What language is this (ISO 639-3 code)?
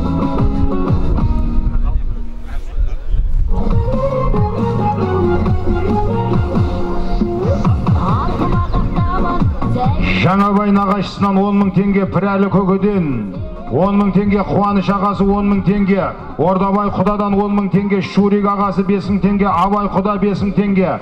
kaz